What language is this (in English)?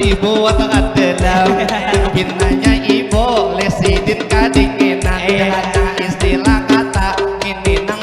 Banjar